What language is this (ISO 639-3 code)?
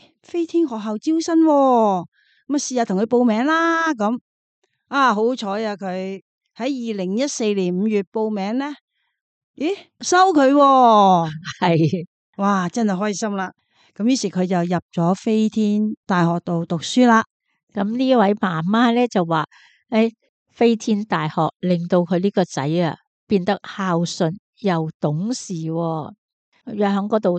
yue